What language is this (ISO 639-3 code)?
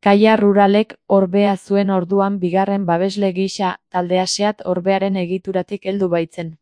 eus